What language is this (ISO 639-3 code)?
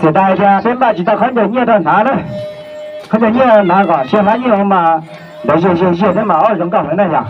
hmn